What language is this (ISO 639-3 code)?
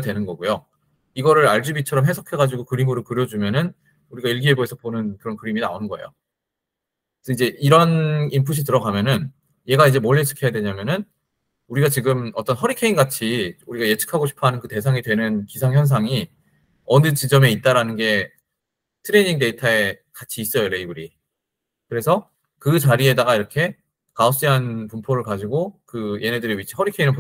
kor